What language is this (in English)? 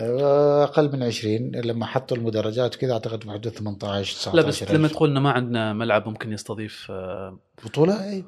Gulf Arabic